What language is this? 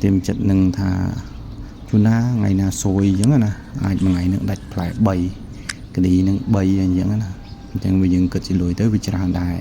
Khmer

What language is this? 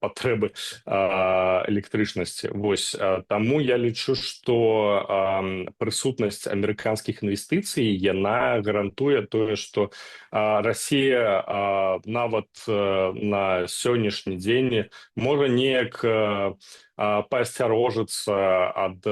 Belarusian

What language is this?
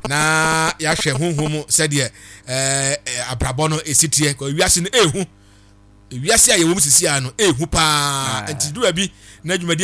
Akan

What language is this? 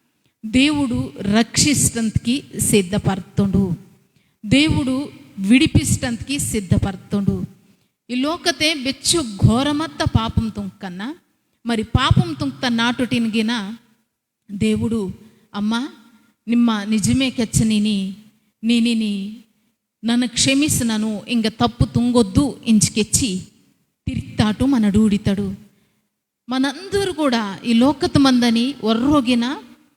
Koya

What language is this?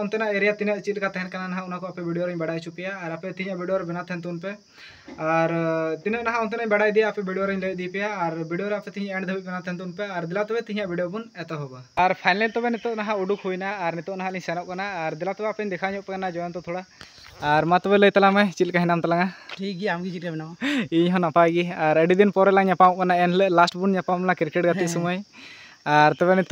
Santali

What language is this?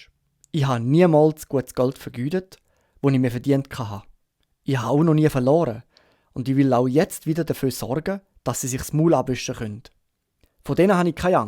Swiss German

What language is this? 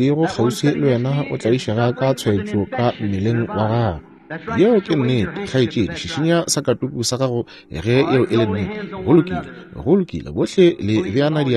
Northern Sotho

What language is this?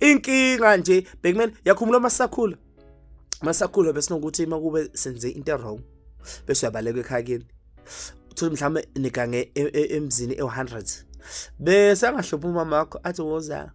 Zulu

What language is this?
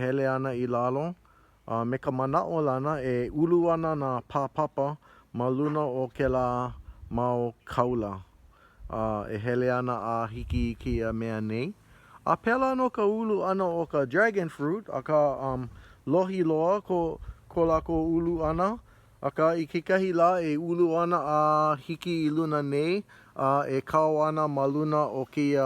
Hawaiian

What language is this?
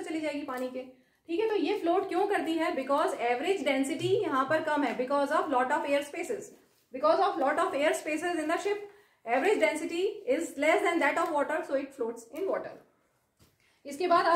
Hindi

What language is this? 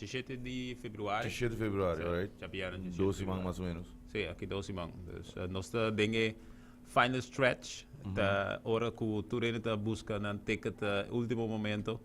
Papiamento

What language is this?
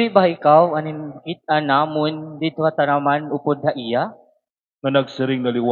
Waray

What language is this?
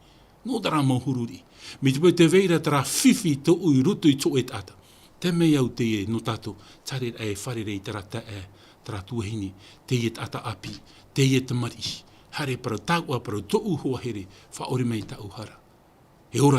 Tahitian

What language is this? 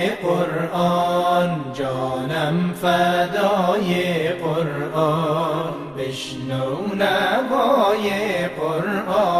Persian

